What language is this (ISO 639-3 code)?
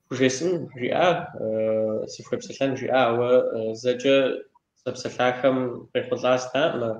kbd